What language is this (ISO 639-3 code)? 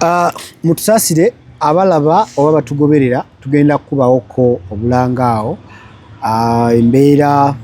lug